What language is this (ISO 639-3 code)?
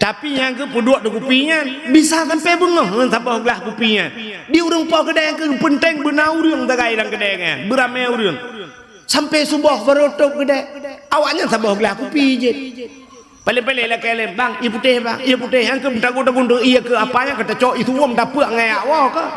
ace